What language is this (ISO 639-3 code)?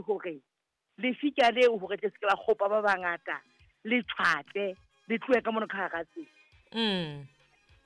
sot